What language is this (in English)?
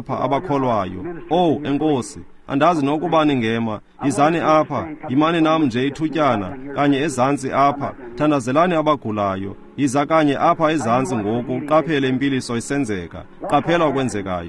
Xhosa